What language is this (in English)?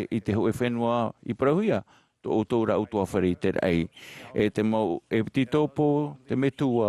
Tahitian